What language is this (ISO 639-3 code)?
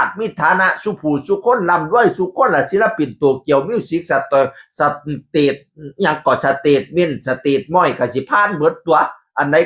tts